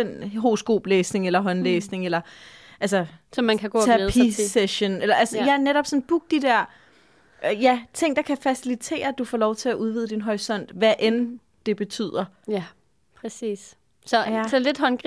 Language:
Danish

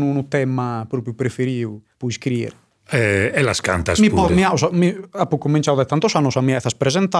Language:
Sardinian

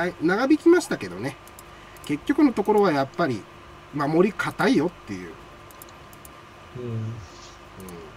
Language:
Japanese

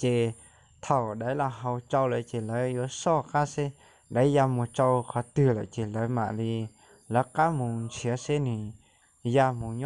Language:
Hmong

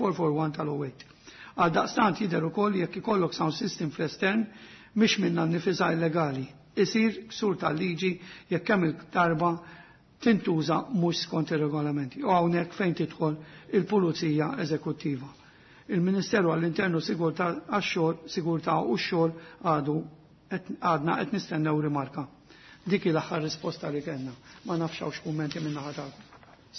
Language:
Maltese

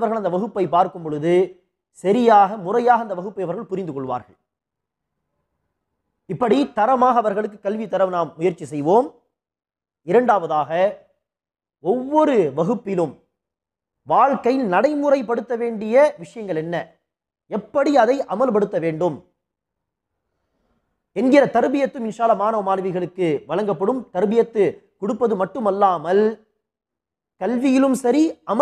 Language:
Tamil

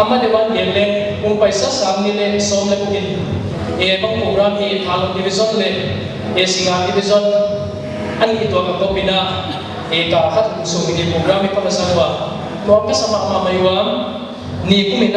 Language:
Paite Chin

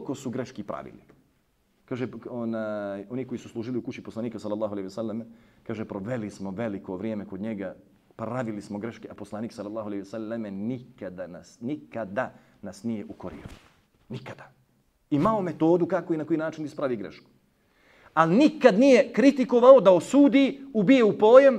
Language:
Bosnian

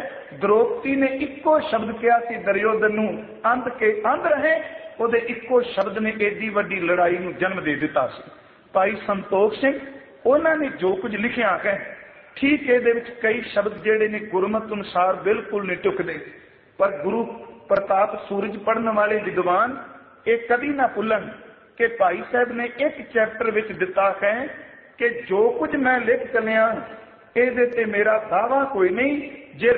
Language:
Punjabi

